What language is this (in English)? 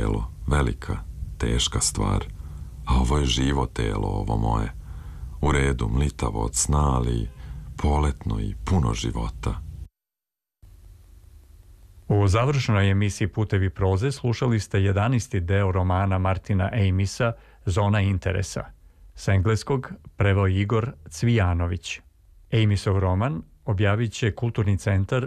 Serbian